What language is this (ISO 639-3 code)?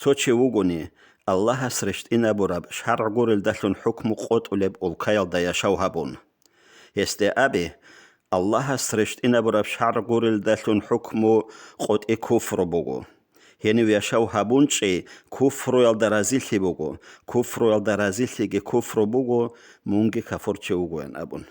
ava